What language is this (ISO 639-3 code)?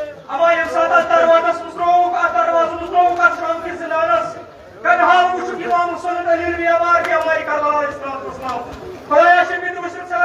kas